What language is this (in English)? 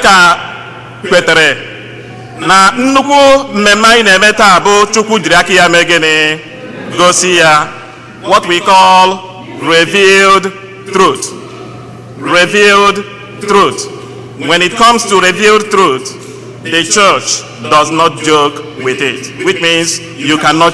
Igbo